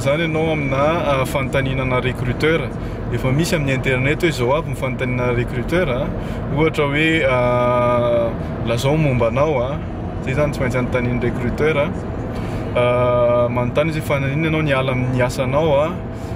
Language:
Malagasy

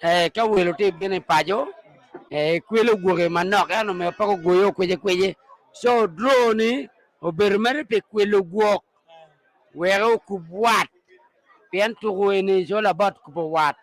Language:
Acoli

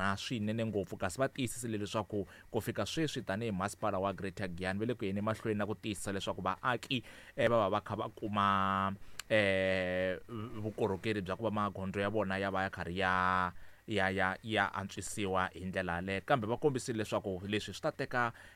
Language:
Tsonga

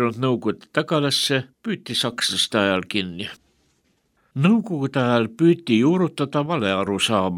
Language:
Estonian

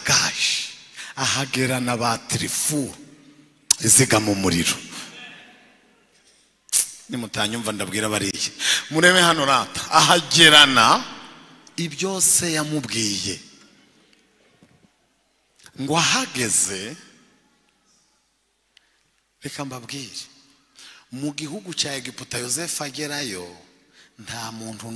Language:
Kinyarwanda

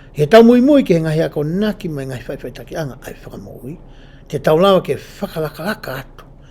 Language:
Tongan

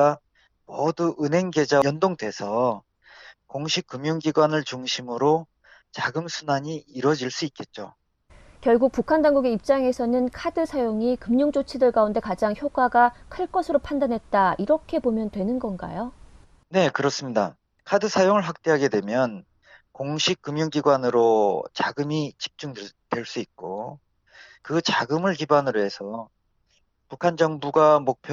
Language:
Korean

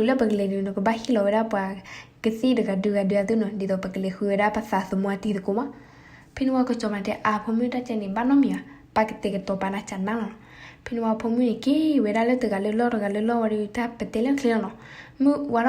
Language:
S'gaw Karen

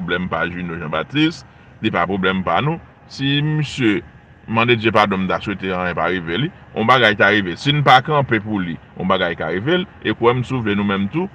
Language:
Haitian Creole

